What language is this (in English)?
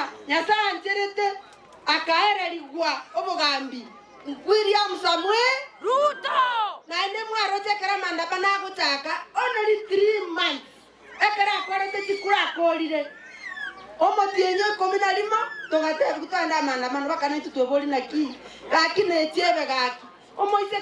Gusii